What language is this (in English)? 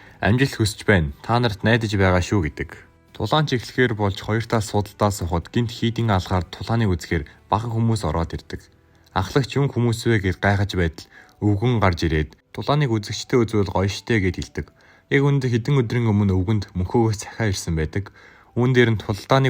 Mongolian